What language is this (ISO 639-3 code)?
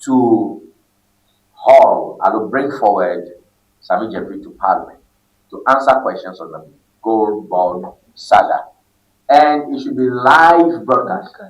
ewe